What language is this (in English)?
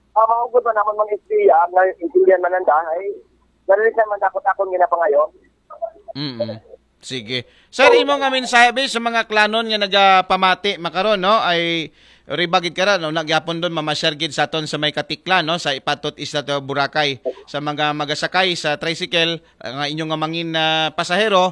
Aklanon